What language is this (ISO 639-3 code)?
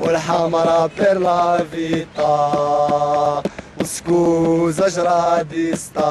bre